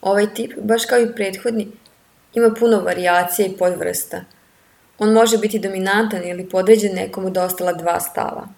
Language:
Serbian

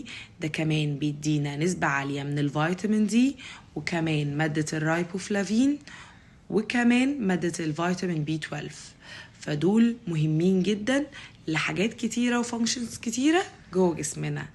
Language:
Egyptian Arabic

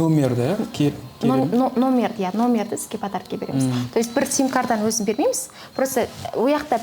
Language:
Kazakh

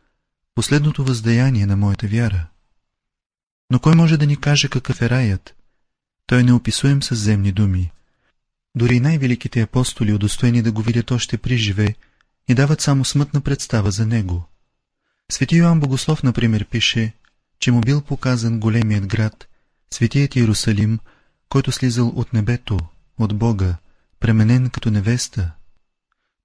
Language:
Bulgarian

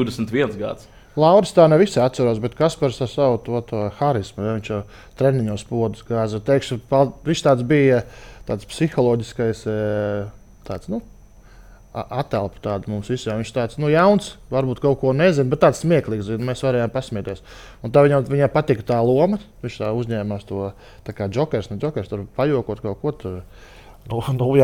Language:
Latvian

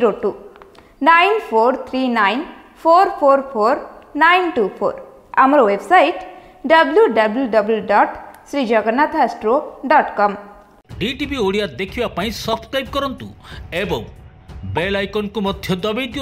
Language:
Odia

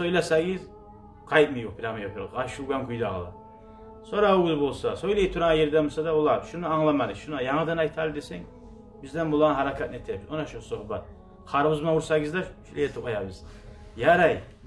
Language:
Kumyk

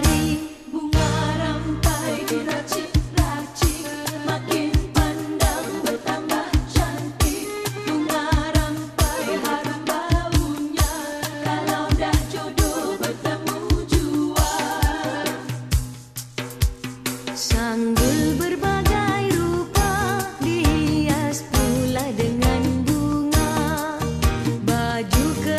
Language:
Malay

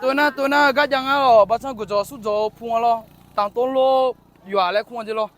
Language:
Akha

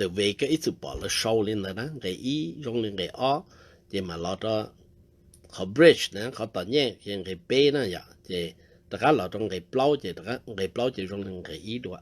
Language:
Hmong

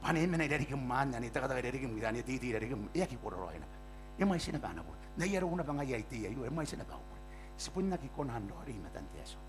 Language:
Gilbertese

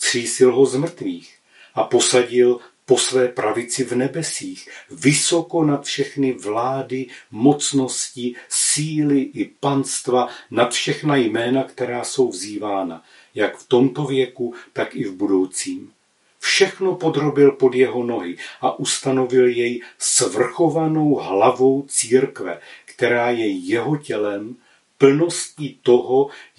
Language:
Czech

